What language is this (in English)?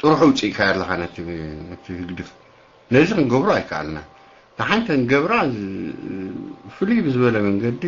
Tigrinya